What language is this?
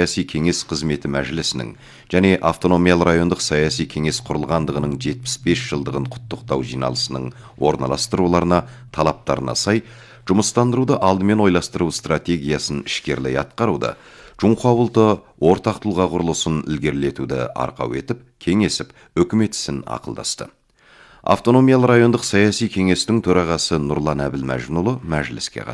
Kazakh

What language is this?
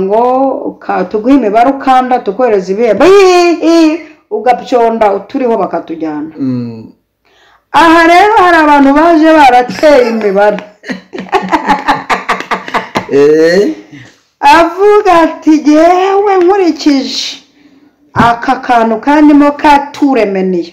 Kinyarwanda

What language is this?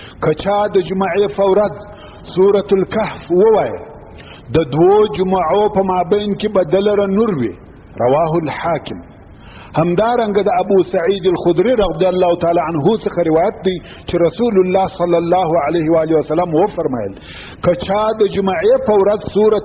Pashto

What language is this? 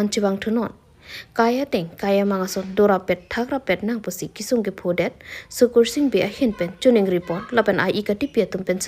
Karbi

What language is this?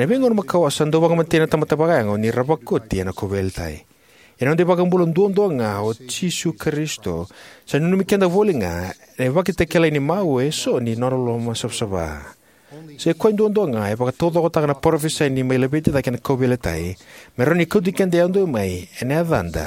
Fijian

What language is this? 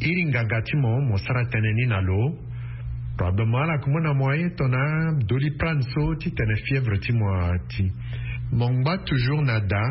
Sango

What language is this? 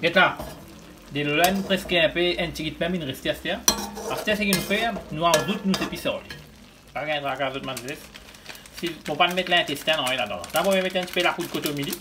Morisyen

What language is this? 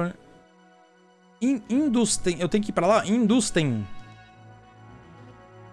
Portuguese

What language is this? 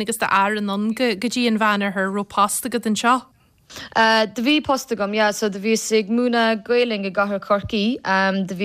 Irish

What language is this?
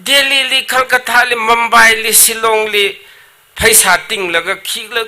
Tangkhul Naga (India)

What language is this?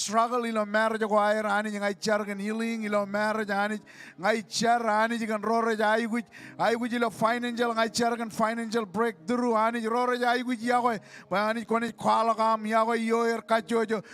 Marshallese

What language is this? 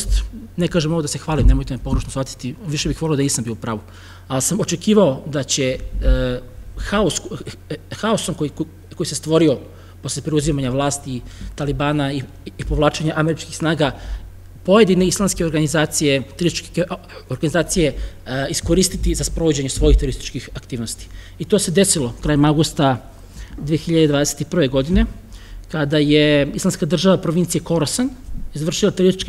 Serbian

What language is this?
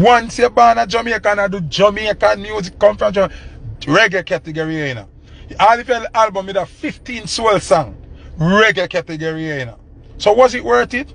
Jamaican Creole English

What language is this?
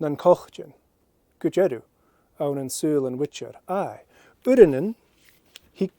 Scottish Gaelic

